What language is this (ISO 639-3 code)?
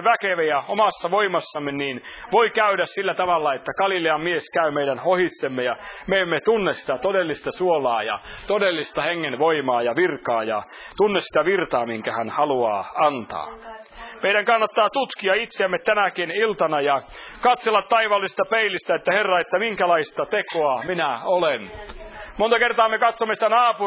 fin